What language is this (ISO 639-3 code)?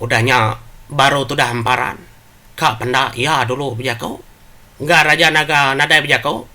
iba